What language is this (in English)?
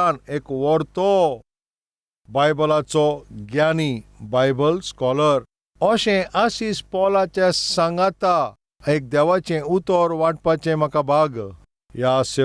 Konkani